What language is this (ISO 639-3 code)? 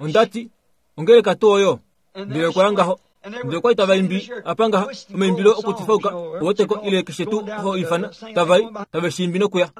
kua